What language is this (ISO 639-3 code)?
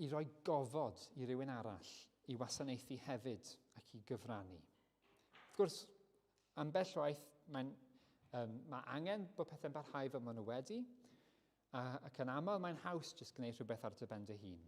cym